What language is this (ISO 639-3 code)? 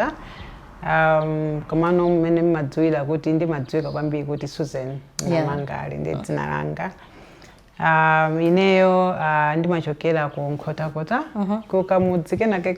nya